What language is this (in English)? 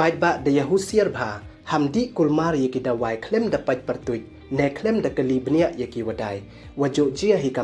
Pnar